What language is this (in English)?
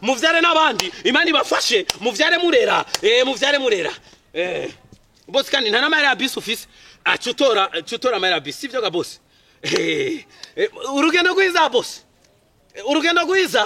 Rundi